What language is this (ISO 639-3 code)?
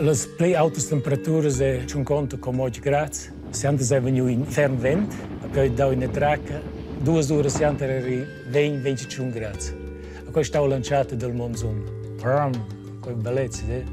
roh